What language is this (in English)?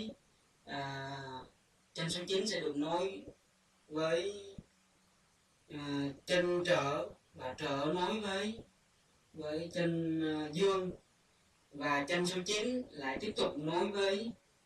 Vietnamese